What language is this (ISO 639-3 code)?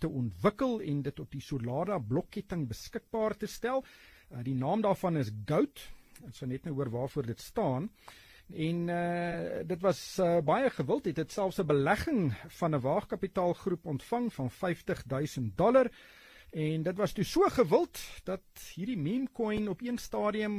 afr